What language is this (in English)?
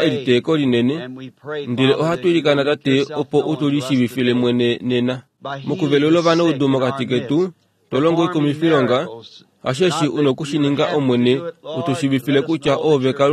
Kuanyama